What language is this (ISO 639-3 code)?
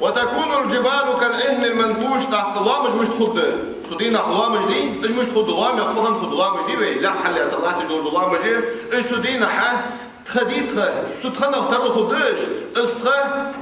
inh